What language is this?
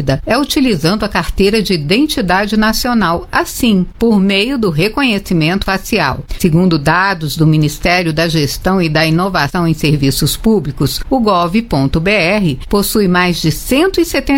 Portuguese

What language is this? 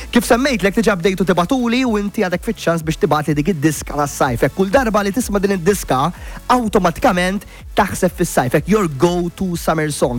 Maltese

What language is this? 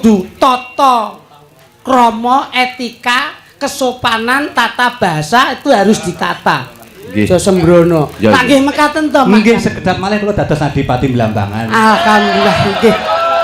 Javanese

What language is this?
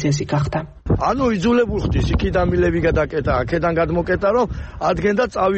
Georgian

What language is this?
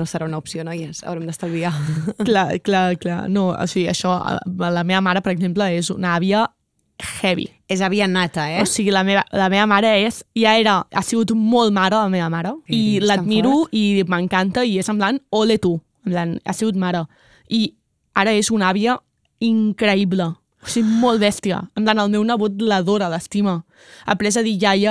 Catalan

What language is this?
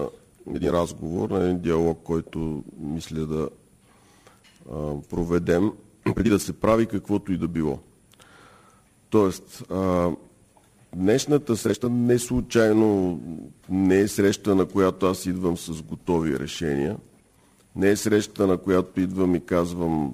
Bulgarian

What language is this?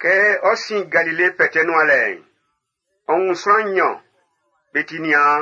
Baoulé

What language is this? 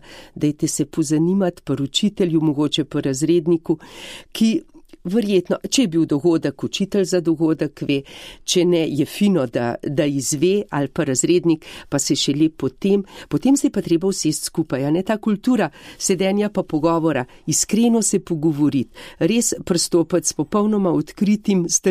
Slovenian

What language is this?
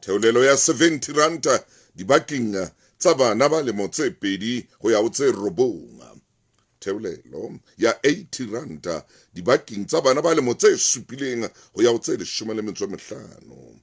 Southern Sotho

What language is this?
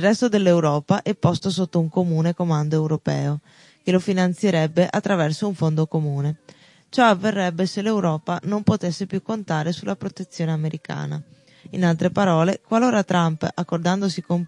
Italian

